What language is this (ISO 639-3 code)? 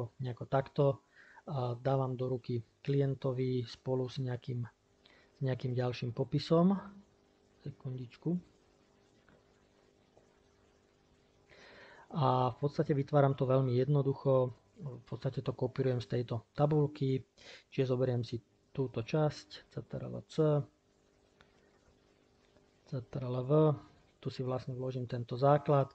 slk